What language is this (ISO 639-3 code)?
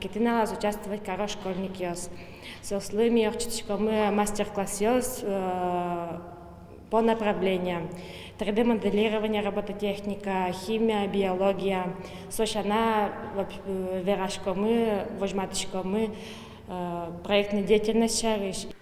udm